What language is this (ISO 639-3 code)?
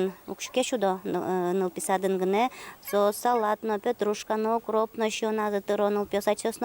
udm